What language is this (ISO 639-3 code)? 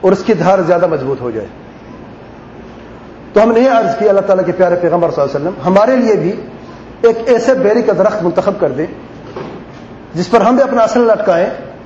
urd